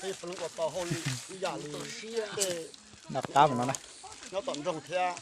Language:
Hmong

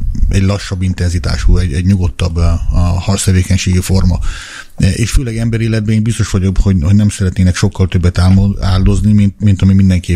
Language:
Hungarian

